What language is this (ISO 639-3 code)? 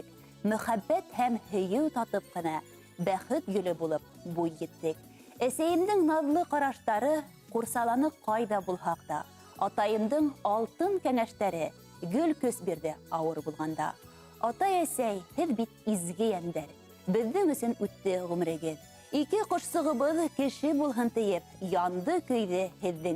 bak